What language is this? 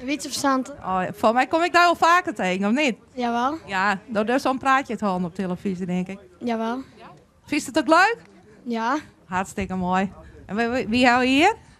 Western Frisian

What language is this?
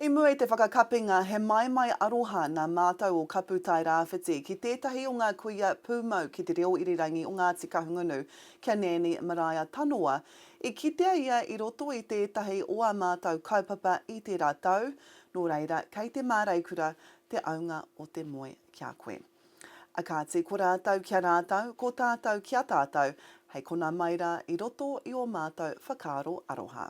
Māori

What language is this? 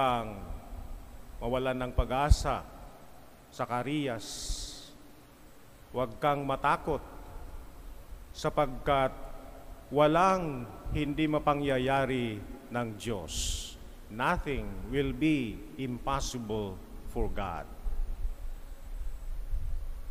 Filipino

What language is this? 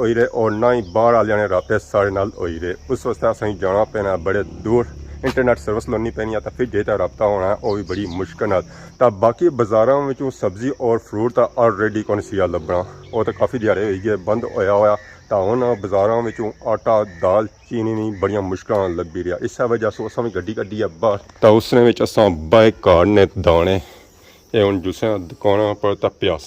Pahari-Potwari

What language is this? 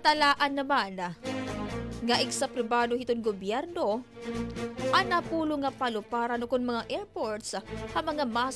Waray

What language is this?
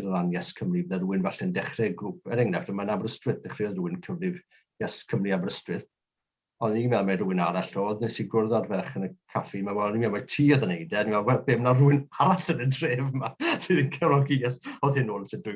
Welsh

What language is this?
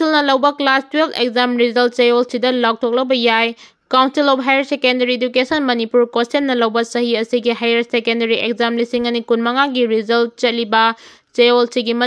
Manipuri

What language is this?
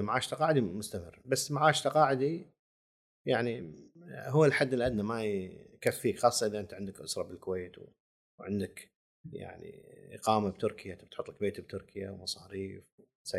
Gulf Arabic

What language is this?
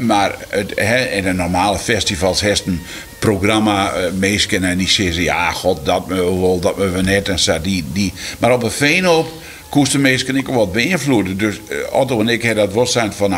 Western Frisian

